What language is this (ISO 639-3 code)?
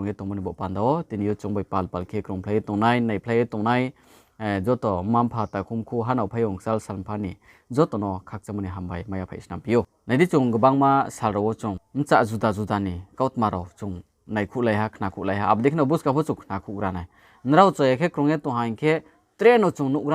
ria